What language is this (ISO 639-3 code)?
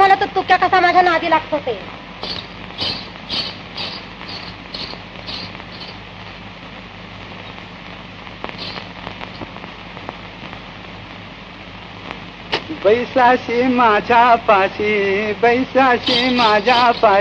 mar